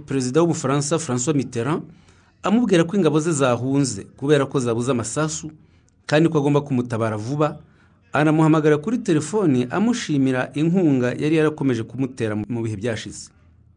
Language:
Kinyarwanda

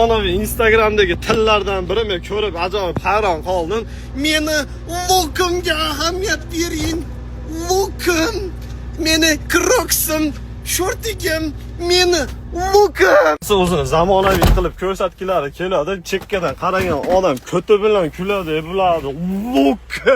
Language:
Uzbek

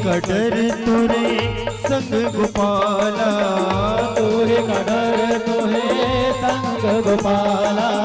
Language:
Chhattisgarhi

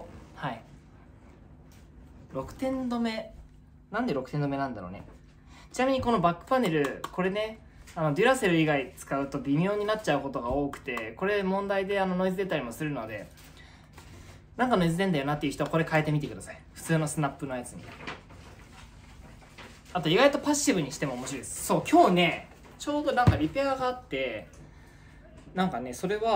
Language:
Japanese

